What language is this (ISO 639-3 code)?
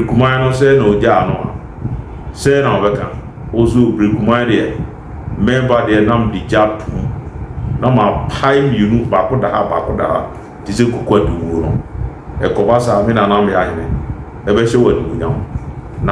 aka